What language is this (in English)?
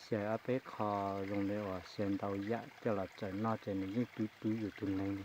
Hmong